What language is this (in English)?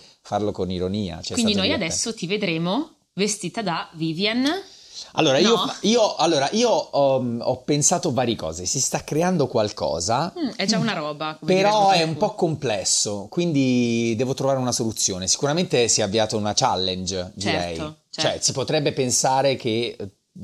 Italian